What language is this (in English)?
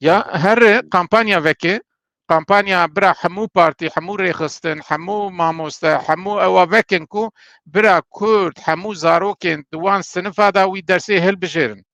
Kurdish